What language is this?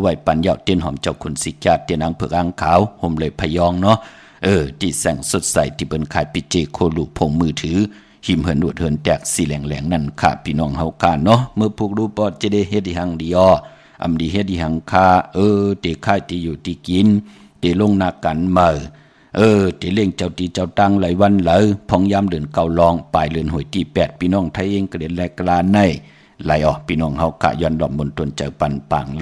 Shan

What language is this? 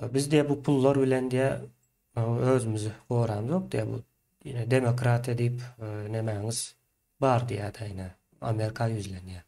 Turkmen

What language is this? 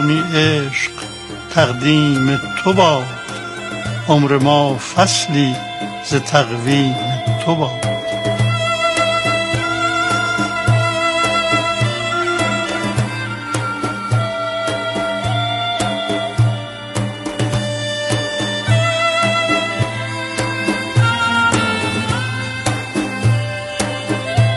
Persian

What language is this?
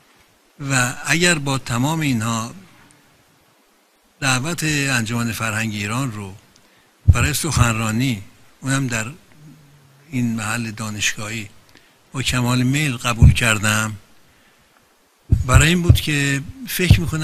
Persian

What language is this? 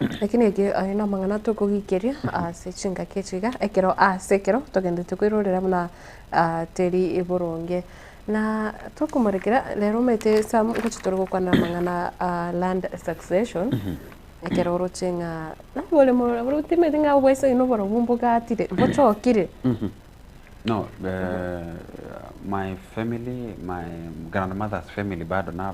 Gusii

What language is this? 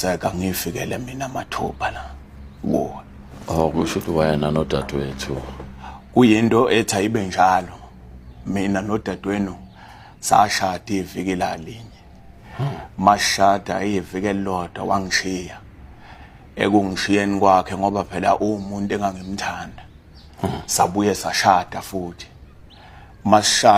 Zulu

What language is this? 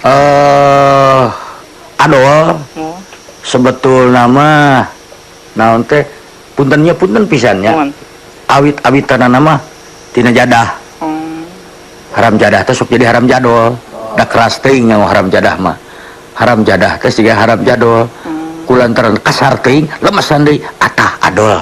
Sundanese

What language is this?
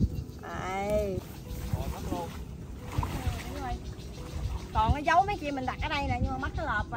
Vietnamese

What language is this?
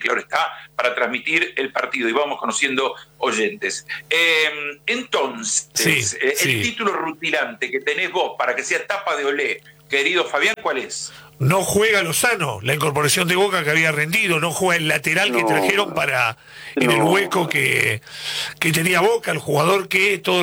Spanish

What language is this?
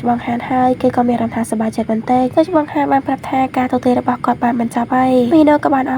Khmer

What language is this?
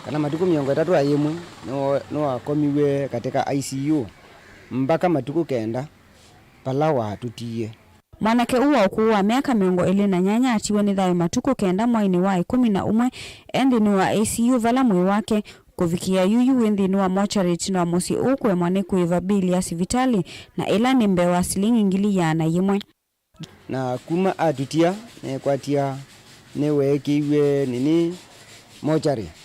Kamba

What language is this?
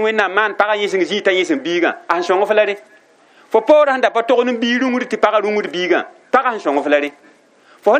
Mossi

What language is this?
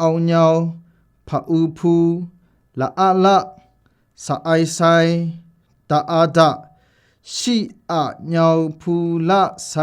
Kachin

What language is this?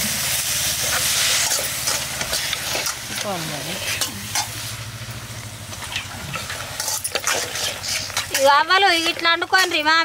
Telugu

